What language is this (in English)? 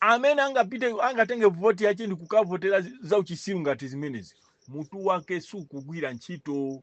Nyanja